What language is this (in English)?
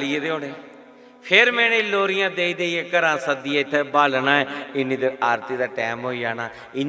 Dogri